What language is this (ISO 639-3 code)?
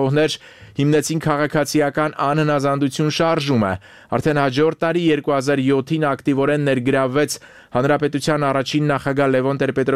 hye